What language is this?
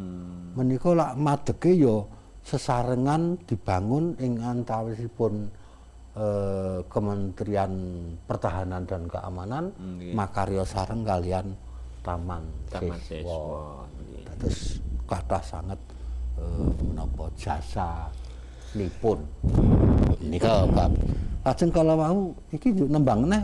Javanese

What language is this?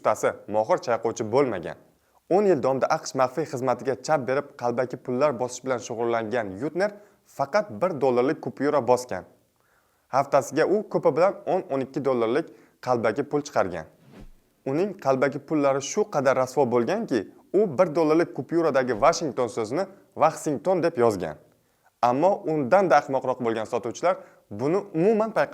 Uzbek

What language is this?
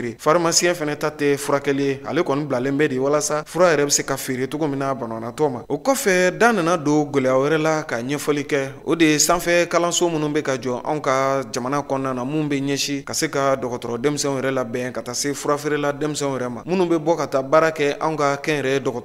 Bambara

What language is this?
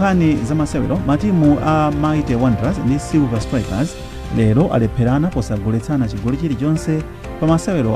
Nyanja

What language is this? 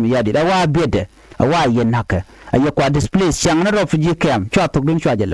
Nuer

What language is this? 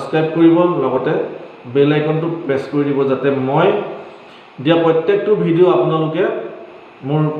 Assamese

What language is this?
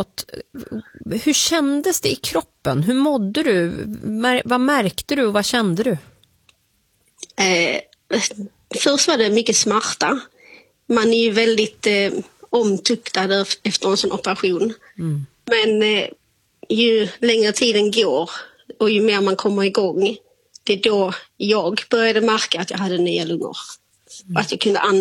Swedish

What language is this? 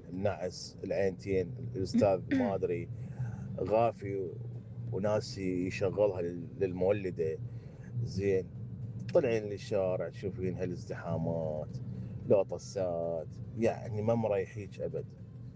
Mesopotamian Arabic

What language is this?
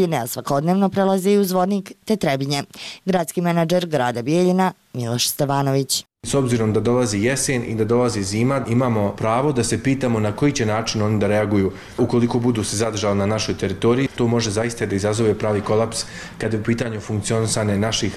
Serbian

